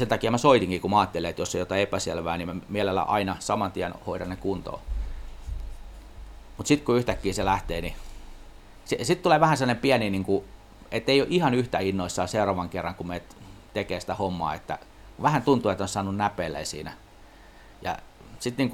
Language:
Finnish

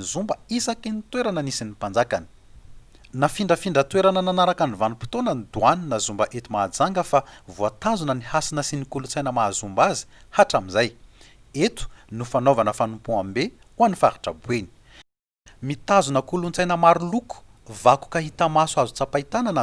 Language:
Malagasy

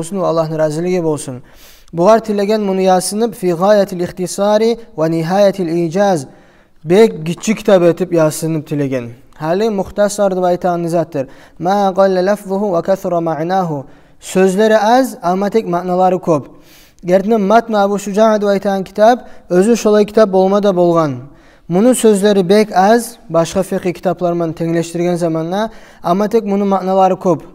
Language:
Kumyk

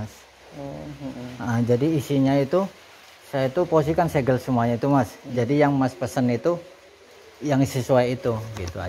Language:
Indonesian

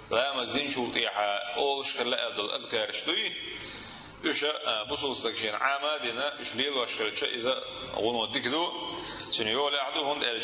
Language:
Chechen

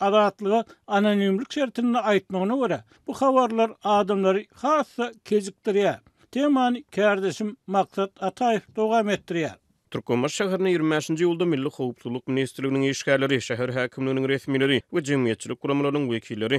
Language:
Turkmen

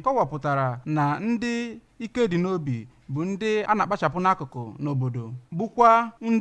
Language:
Igbo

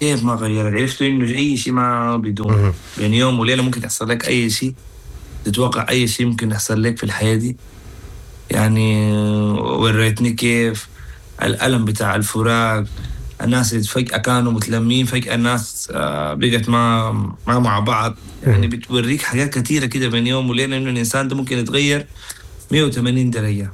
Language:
Sudanese Arabic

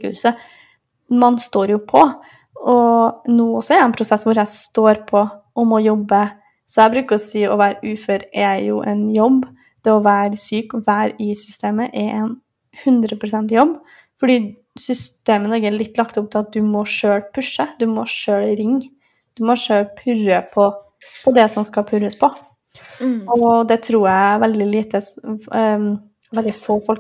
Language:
Norwegian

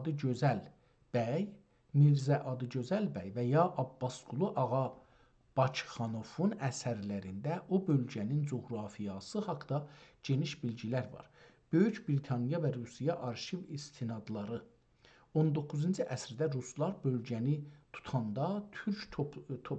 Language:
South Azerbaijani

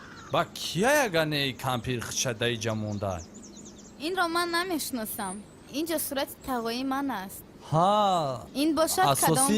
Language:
Tajik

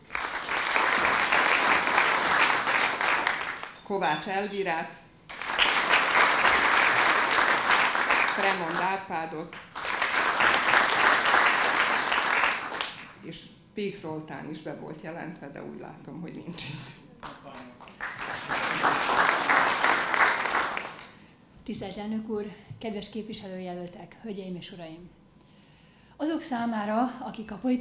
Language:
Hungarian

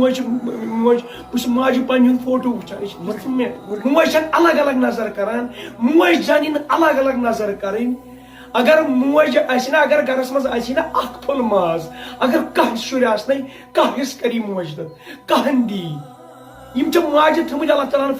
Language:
Kashmiri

